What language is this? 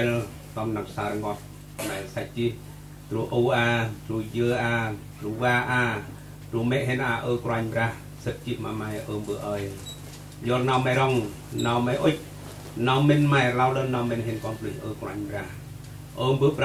Central Mnong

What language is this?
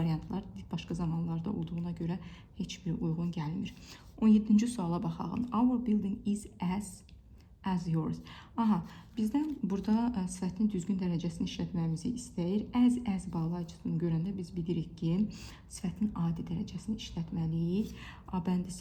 Azerbaijani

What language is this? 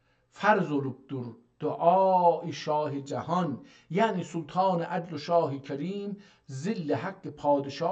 South Azerbaijani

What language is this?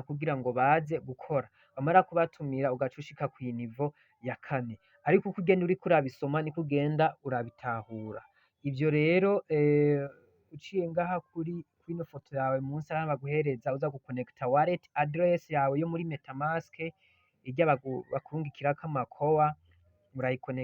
Rundi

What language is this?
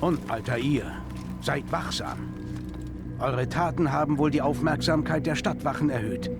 Bavarian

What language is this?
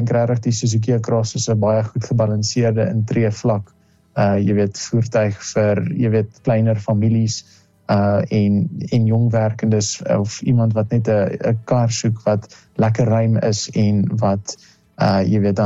Afrikaans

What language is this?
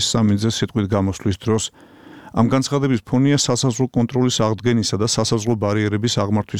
Georgian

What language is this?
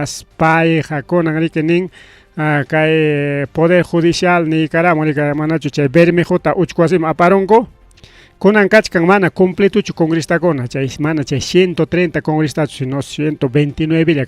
Ayacucho Quechua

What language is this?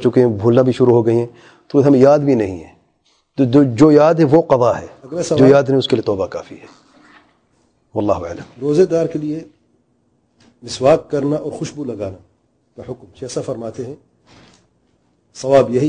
Urdu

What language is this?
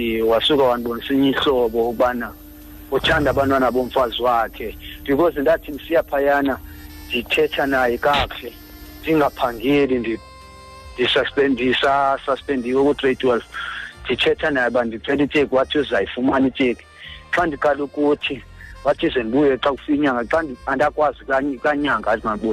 Xhosa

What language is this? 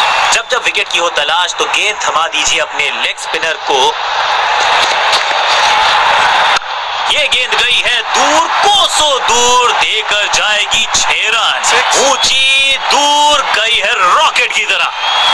Hindi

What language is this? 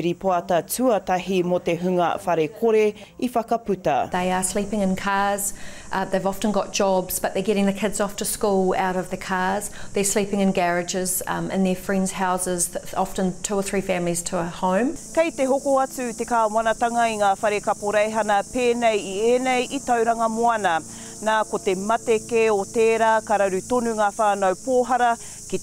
Māori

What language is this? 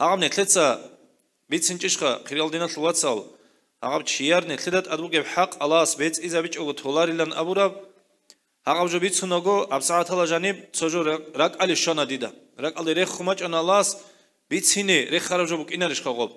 Avaric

